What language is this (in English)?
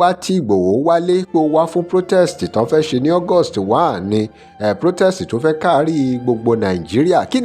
Yoruba